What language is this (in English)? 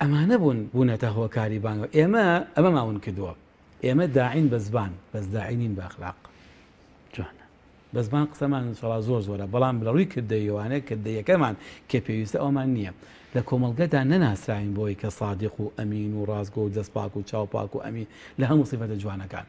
Central Kurdish